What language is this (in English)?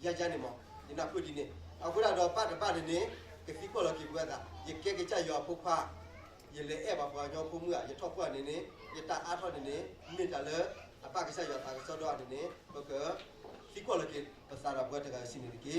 S'gaw Karen